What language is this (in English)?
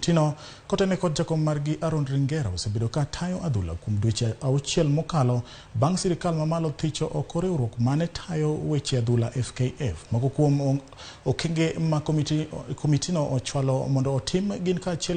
Luo (Kenya and Tanzania)